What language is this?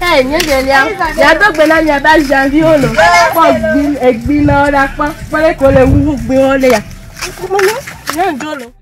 Ewe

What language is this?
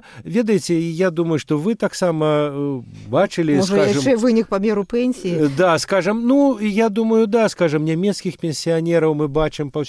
Belarusian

